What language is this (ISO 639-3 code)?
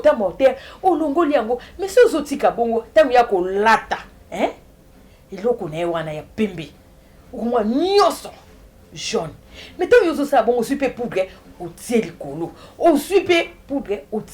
lin